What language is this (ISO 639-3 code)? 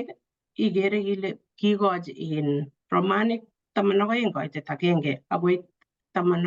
kln